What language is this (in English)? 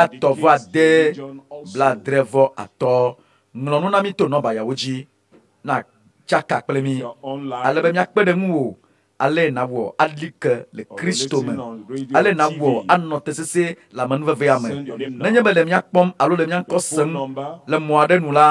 Ewe